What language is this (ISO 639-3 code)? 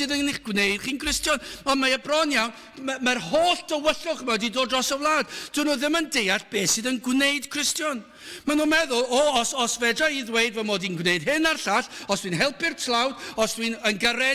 cym